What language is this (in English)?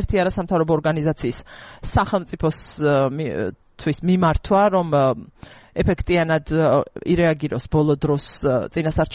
Georgian